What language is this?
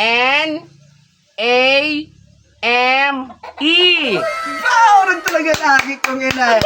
Bikol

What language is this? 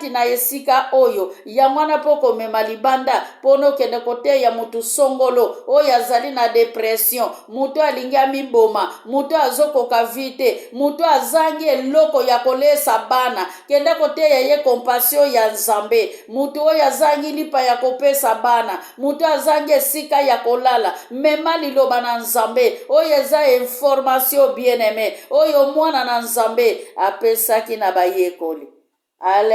Lingala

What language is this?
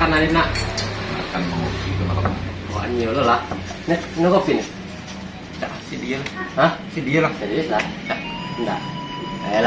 Minangkabau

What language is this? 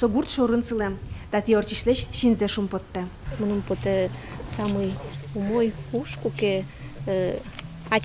Udmurt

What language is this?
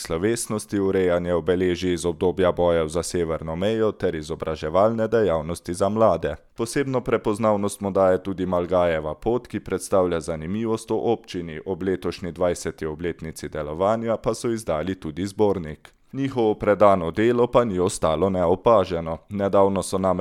Slovenian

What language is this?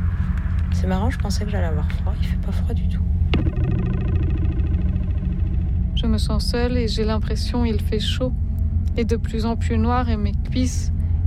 French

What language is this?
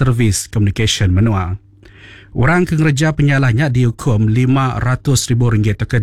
Iban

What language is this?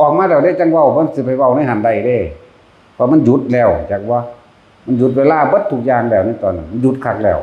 Northeastern Thai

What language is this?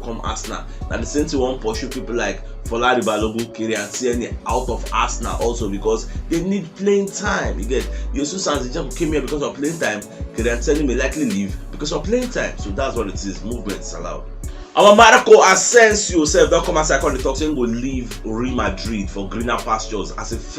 Nigerian Pidgin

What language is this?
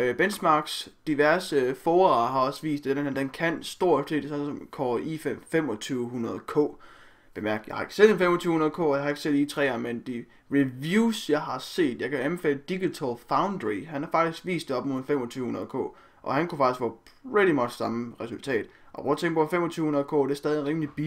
Danish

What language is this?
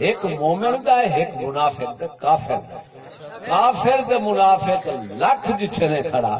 Saraiki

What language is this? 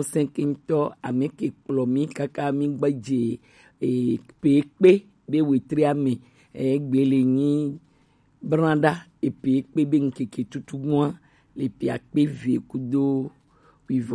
Gen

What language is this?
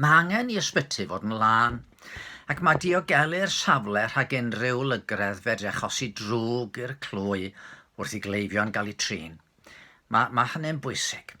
Welsh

